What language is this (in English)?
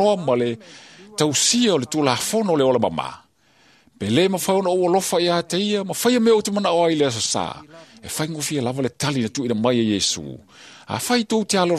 Samoan